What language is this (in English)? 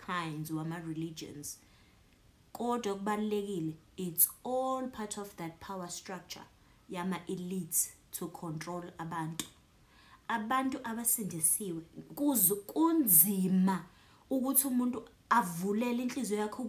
Zulu